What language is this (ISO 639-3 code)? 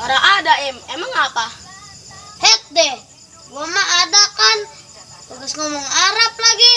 bew